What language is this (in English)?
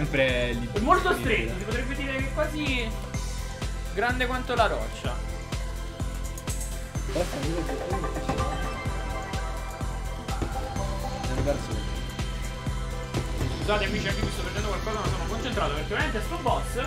Italian